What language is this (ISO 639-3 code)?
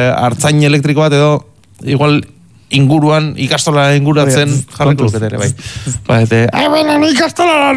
eus